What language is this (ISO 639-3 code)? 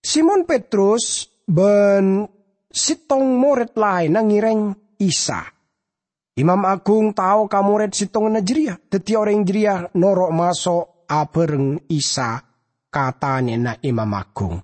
mad